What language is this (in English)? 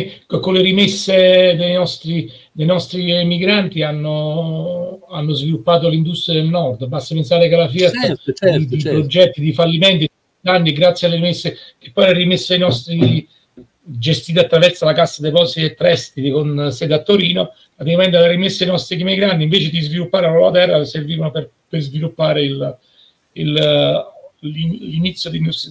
Italian